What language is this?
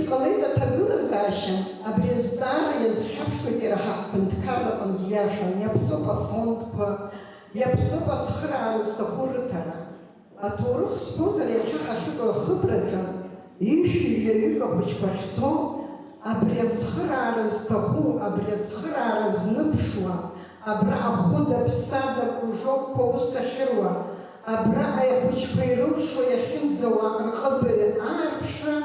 Abkhazian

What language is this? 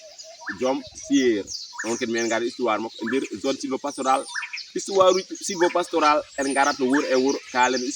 Fula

